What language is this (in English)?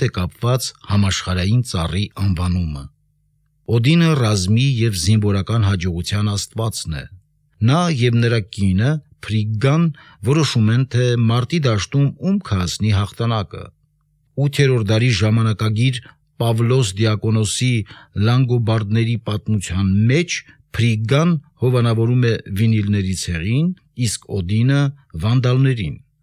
Armenian